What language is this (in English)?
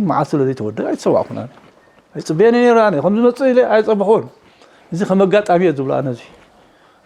Tigrinya